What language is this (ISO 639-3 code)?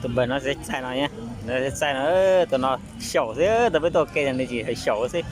hmn